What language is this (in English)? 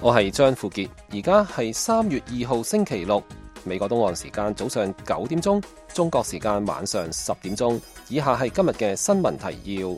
Cantonese